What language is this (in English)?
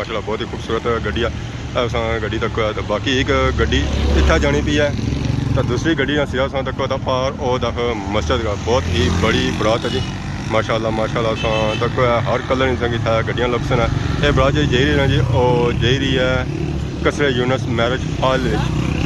Pahari-Potwari